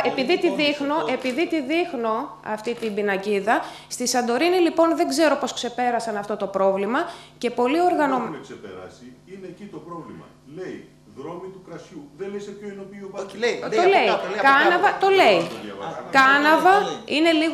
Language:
Greek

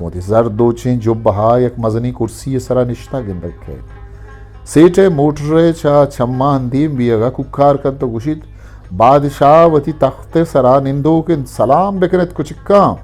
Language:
Eastern Balochi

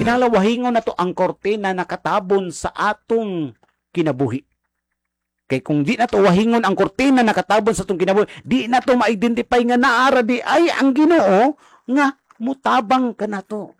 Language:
Cebuano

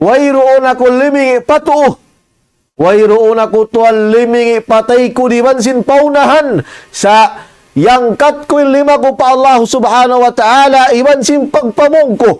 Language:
Tausug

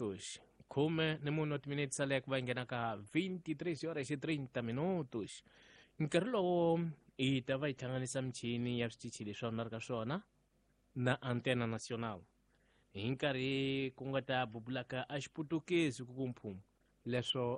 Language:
Tsonga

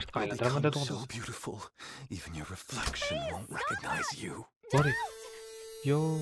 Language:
Kara-Kalpak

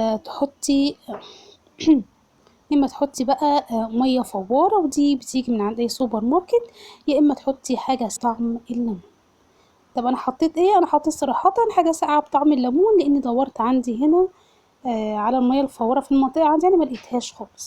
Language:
Egyptian Arabic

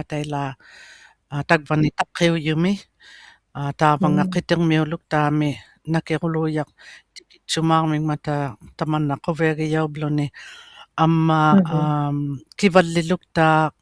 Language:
Inuktitut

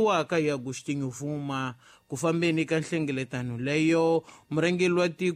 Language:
Tsonga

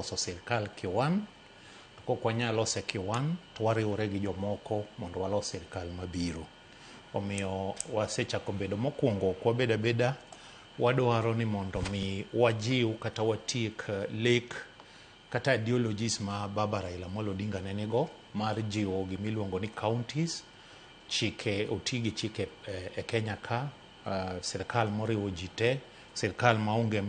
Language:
Luo (Kenya and Tanzania)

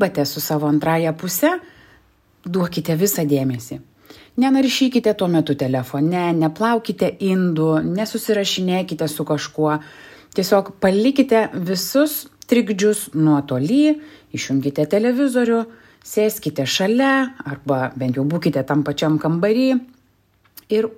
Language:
Lithuanian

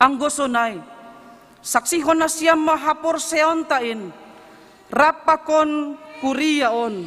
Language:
Batak Simalungun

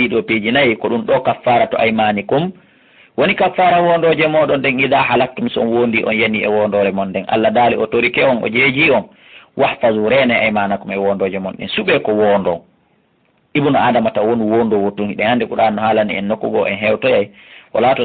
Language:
Fula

